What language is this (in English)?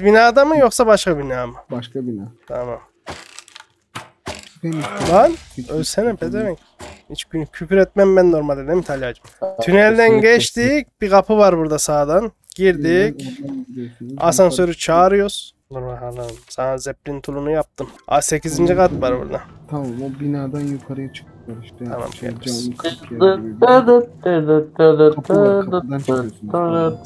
Turkish